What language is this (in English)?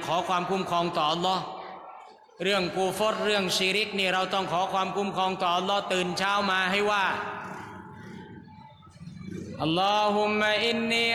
Thai